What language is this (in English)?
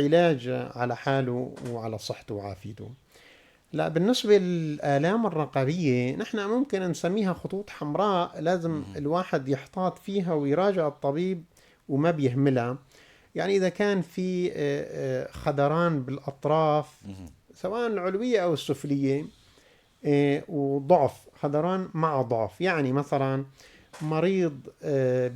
North Levantine Arabic